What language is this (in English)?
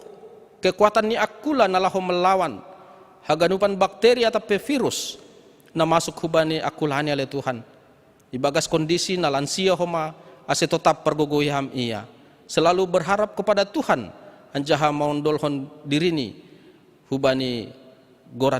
Batak Simalungun